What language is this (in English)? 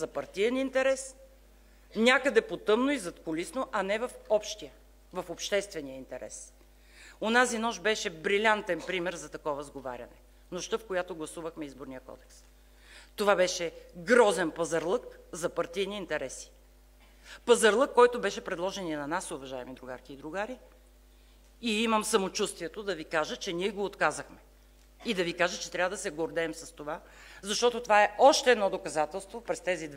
Bulgarian